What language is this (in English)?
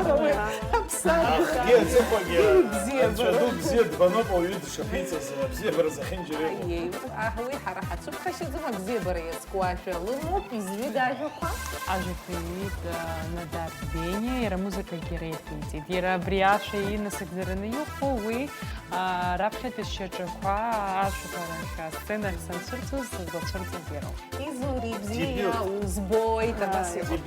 Abkhazian